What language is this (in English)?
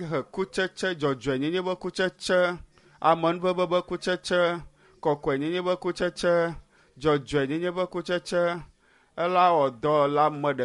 Ewe